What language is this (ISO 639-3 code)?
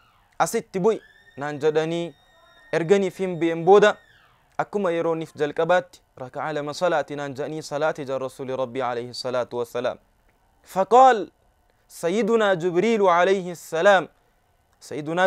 orm